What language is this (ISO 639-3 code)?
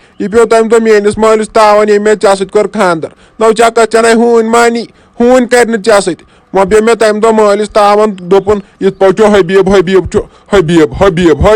kas